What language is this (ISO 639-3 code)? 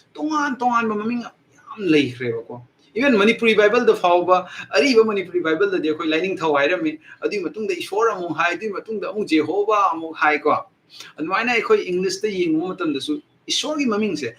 mni